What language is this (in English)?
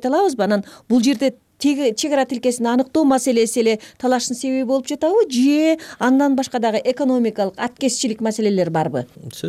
Kyrgyz